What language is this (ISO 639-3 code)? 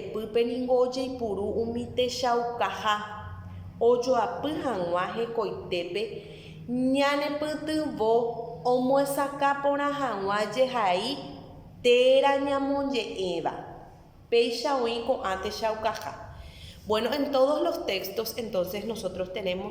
grn